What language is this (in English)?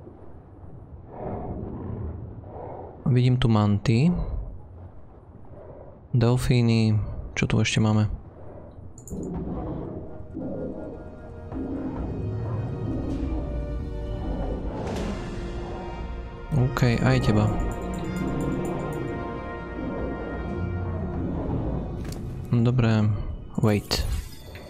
Slovak